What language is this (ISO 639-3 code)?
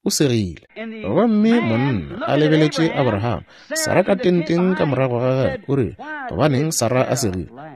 nso